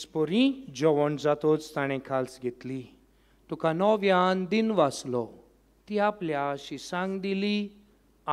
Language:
Konkani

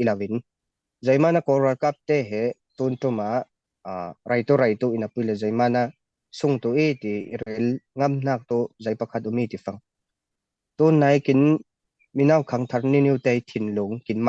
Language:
Falam Chin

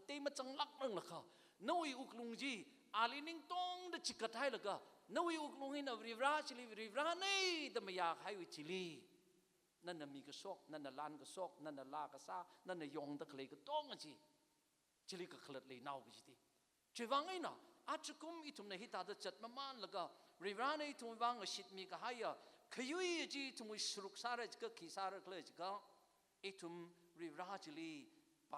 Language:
Tangkhul Naga (India)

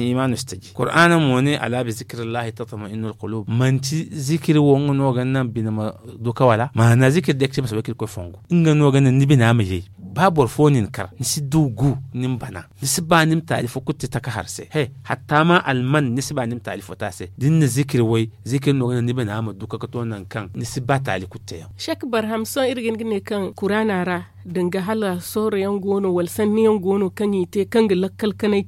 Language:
Zarma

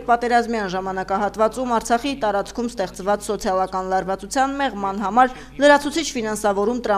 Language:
Armenian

